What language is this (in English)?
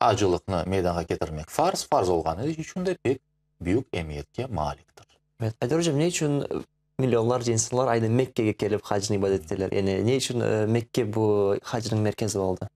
Crimean Tatar